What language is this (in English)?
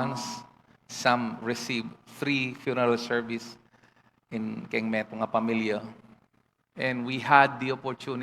Pampanga